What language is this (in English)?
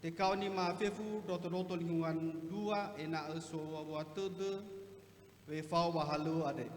Nias